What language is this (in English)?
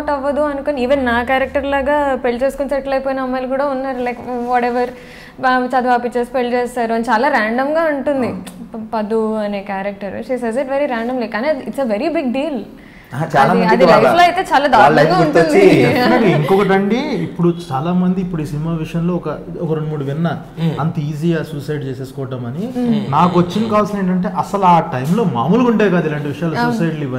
Telugu